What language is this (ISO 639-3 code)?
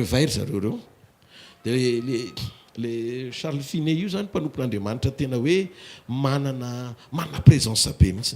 mlg